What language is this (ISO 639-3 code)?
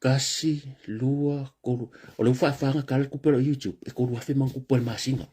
smo